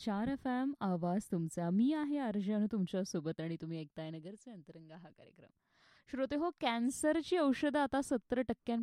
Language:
Marathi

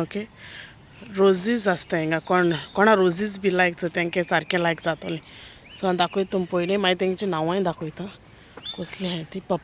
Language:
Konkani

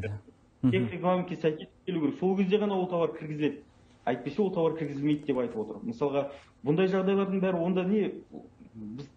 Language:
Kazakh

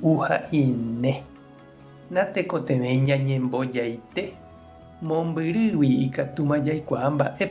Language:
Guarani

